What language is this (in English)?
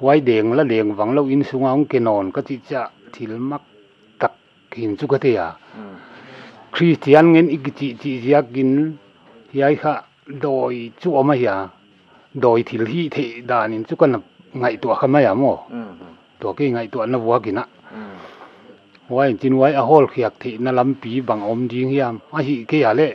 Paite Chin